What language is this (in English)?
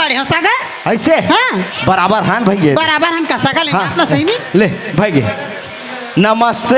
Chhattisgarhi